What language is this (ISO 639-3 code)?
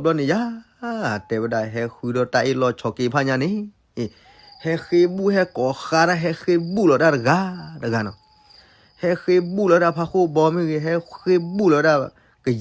ksw